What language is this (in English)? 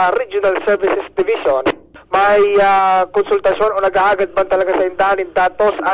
Bikol